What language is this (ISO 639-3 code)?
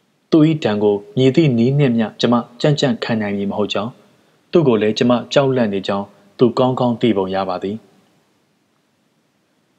mya